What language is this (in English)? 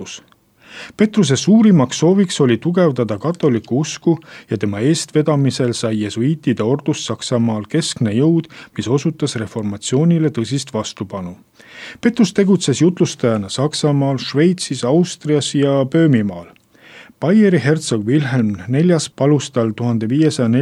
Estonian